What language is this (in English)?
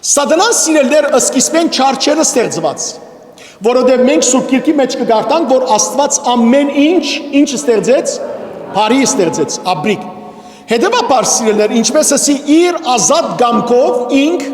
Western Armenian